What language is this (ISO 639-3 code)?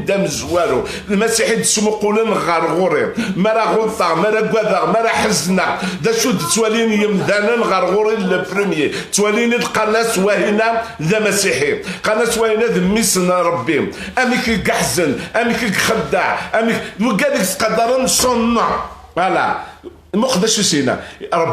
kab